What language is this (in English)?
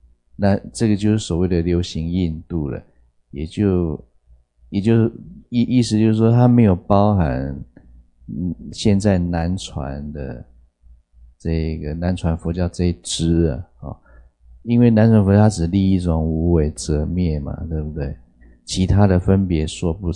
Chinese